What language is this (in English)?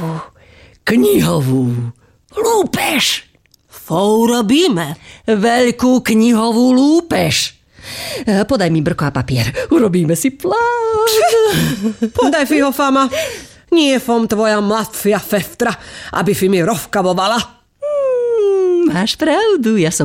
Slovak